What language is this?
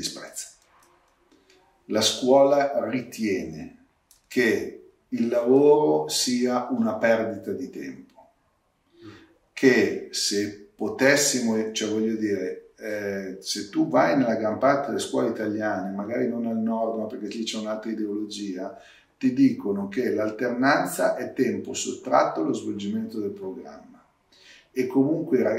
Italian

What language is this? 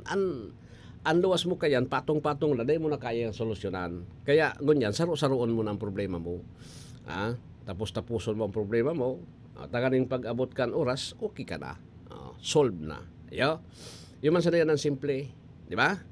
Bikol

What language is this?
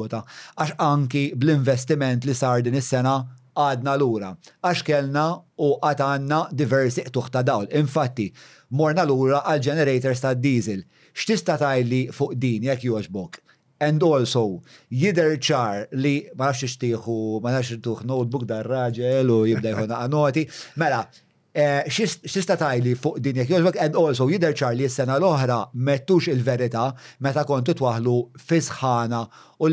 Maltese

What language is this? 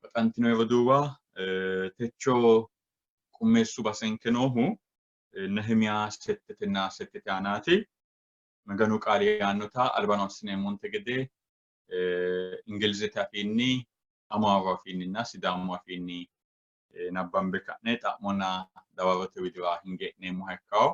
Sidamo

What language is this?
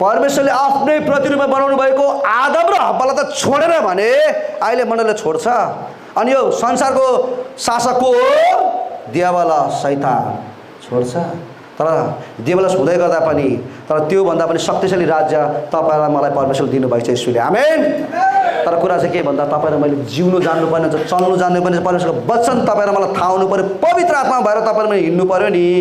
Nepali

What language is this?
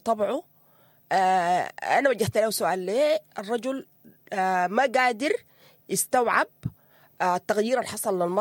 Sudanese Arabic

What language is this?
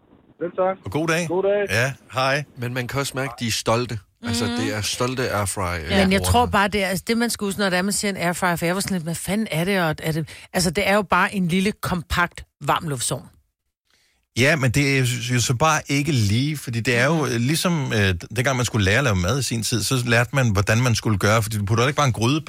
Danish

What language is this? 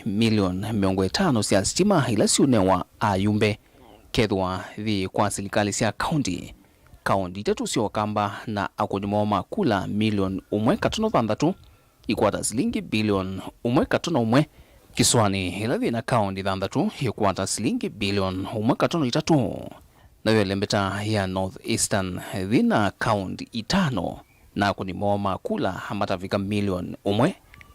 Kamba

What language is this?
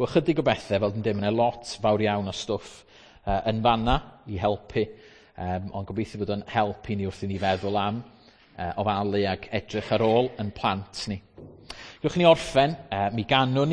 Welsh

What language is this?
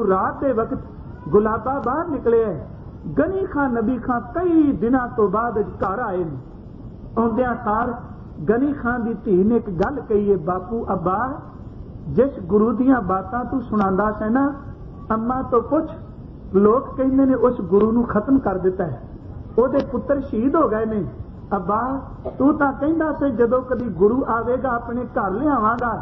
Punjabi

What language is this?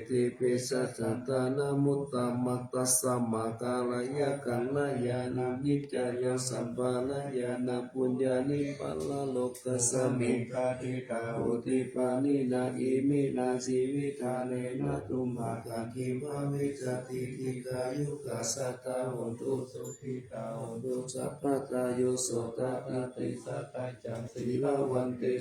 Pali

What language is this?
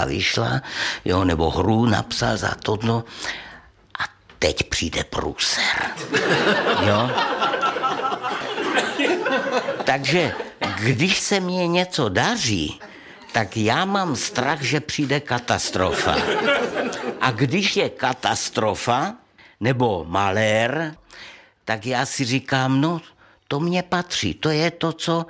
Czech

